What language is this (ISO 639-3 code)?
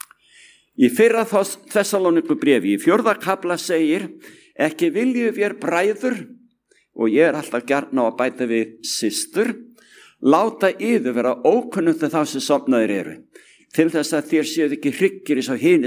isl